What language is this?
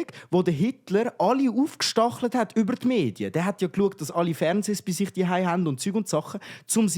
Swiss German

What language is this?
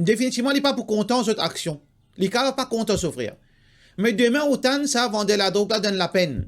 Morisyen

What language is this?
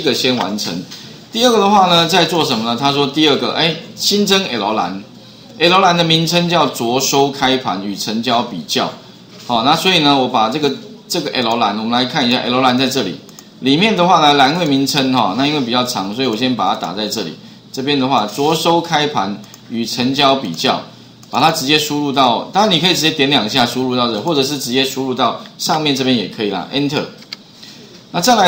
Chinese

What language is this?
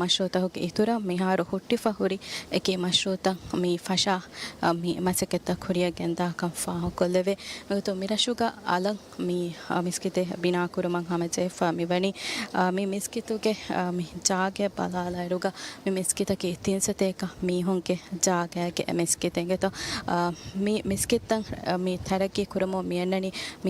Divehi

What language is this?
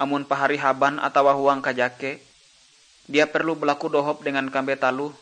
Ngaju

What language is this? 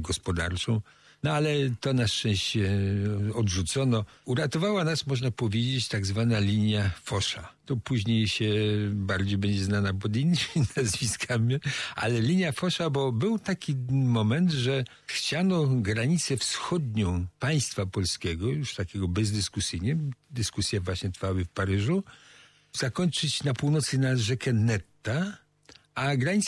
Polish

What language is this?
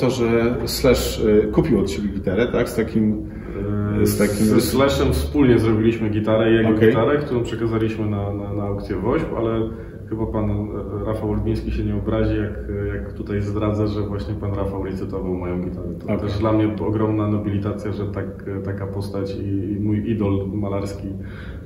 Polish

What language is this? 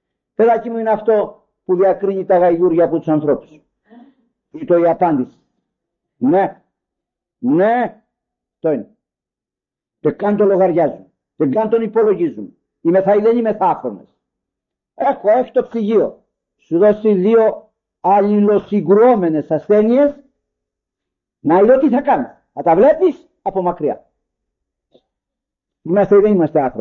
Greek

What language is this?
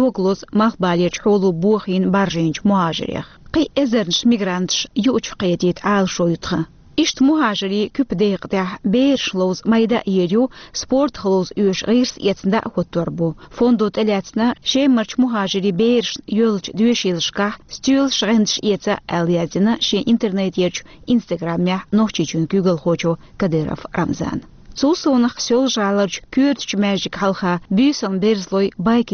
Chechen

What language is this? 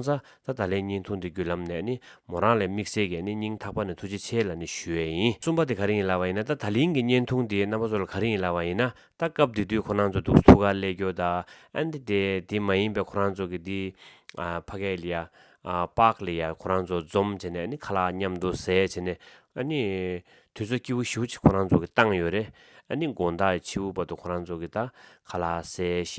Tibetan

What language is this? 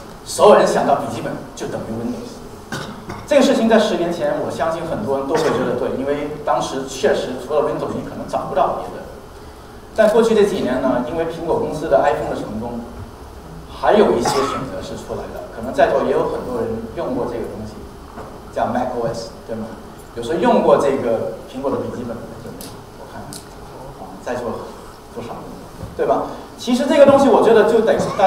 Chinese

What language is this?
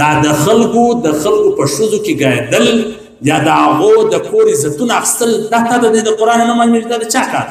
Pashto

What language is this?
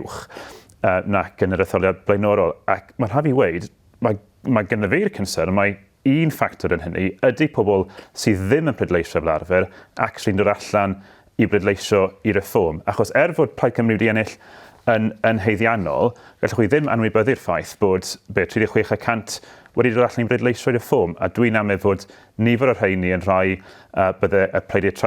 Welsh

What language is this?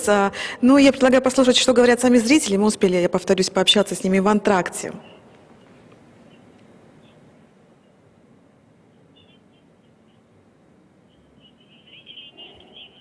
Russian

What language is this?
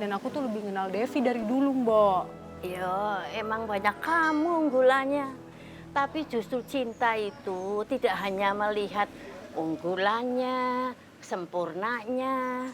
Betawi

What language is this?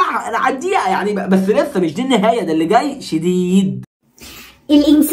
Egyptian Arabic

